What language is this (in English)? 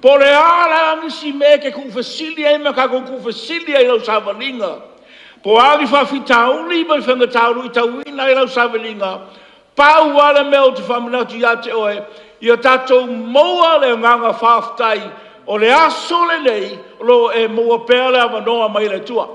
Samoan